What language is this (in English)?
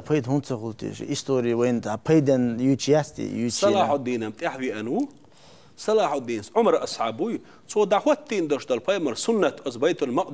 Chechen